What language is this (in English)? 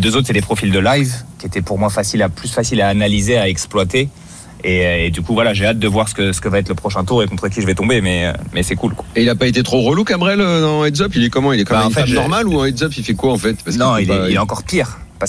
French